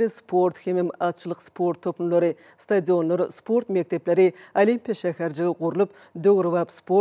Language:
Turkmen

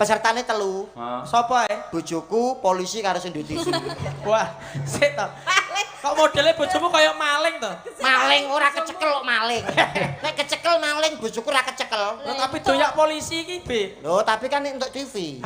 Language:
Javanese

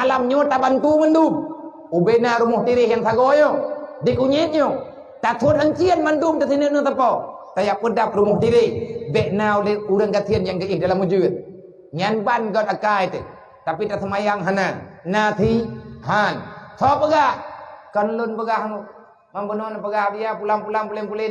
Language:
Achinese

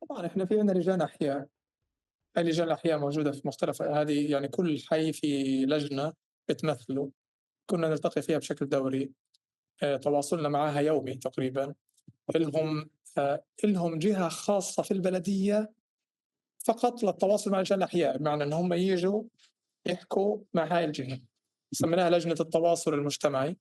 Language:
North Levantine Arabic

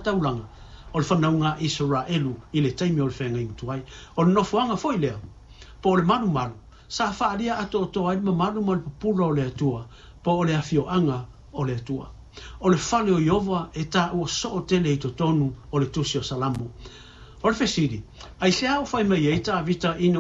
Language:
Samoan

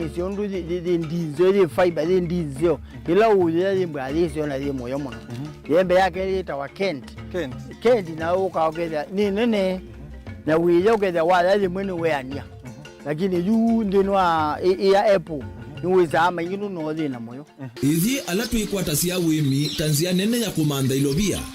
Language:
Kamba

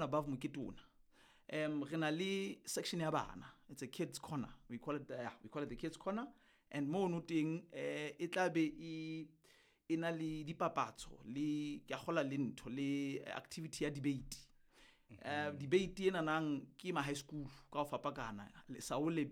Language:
Southern Sotho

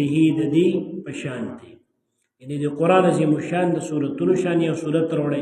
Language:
Pashto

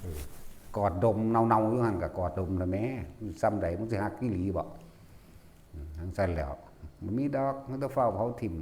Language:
Northeastern Thai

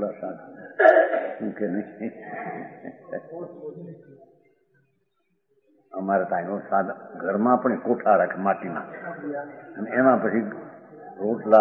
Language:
Gujarati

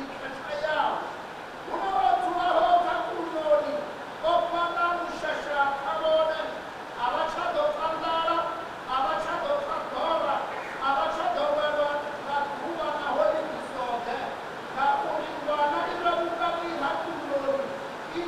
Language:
Venda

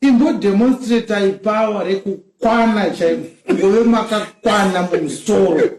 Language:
Shona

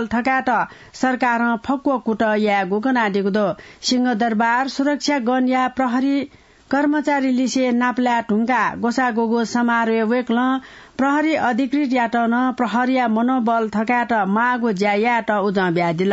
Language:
Newari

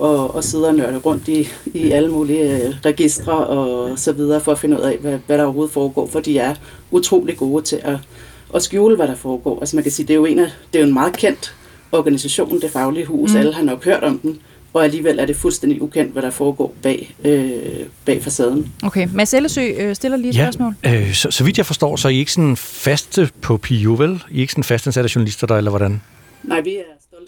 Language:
Danish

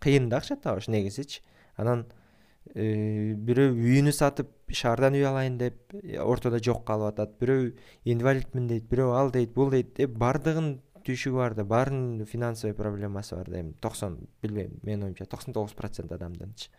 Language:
Kyrgyz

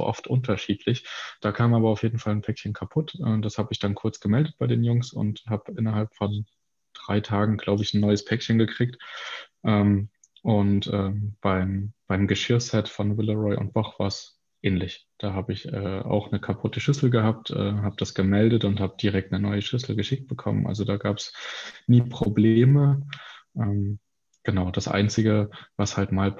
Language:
German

